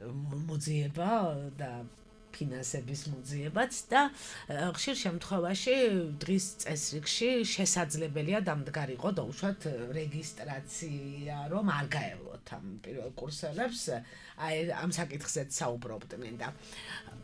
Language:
Georgian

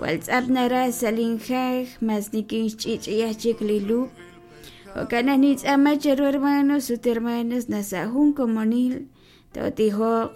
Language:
Kekchí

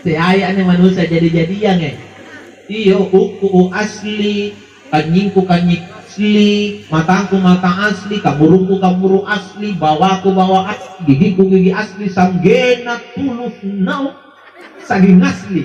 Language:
Makasar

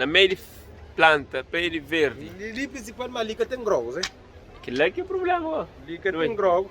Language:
Kabuverdianu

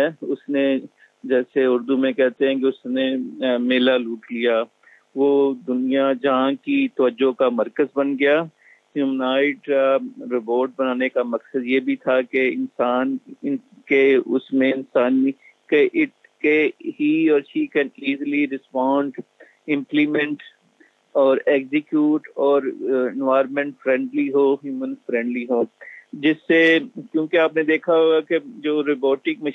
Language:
Urdu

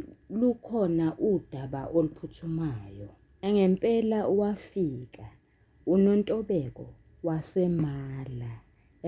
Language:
Zulu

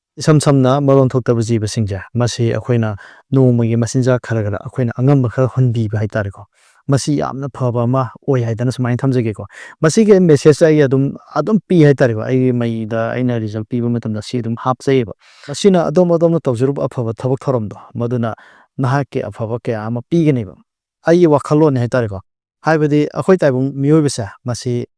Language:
Manipuri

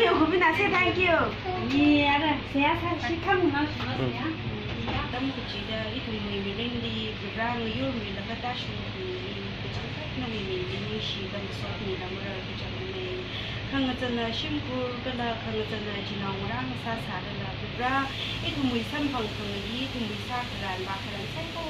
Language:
Tangkhul Naga (India)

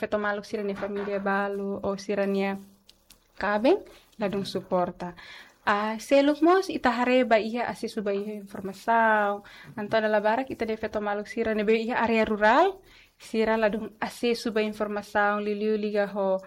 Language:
Tetum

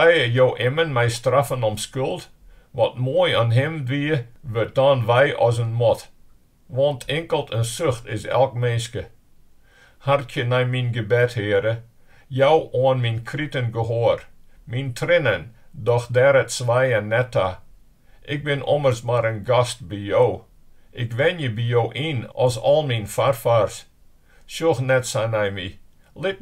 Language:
Western Frisian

